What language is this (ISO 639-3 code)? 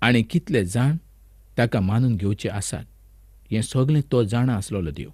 kok